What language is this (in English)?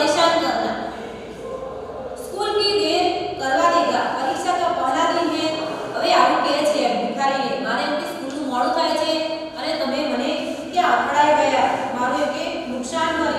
Gujarati